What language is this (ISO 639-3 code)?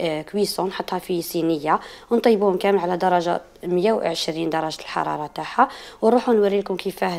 arq